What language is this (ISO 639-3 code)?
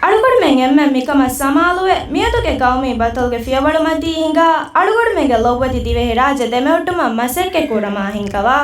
div